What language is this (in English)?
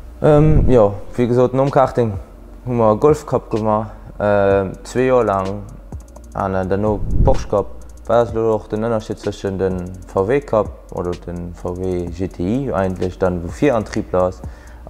Luxembourgish